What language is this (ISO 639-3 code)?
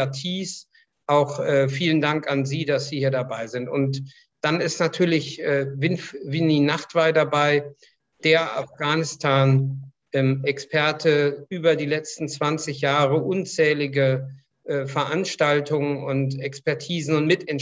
deu